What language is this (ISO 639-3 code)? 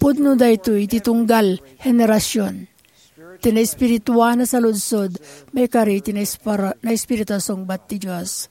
ilo